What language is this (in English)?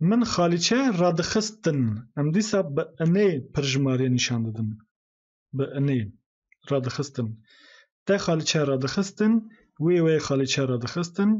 Kurdish